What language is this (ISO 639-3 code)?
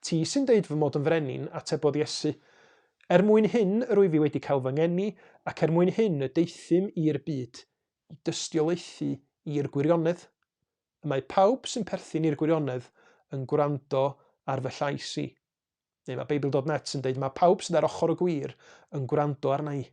cym